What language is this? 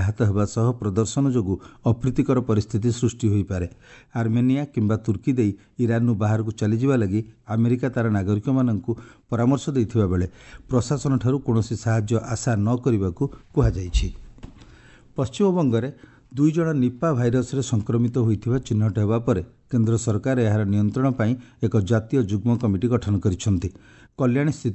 Odia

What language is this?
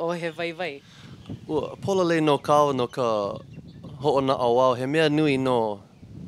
Hawaiian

